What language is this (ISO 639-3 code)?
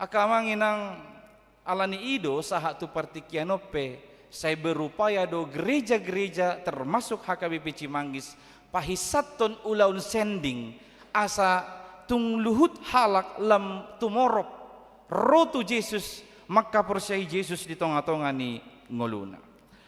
bbc